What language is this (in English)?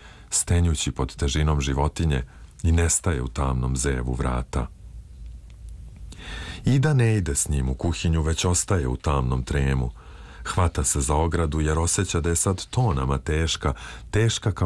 Serbian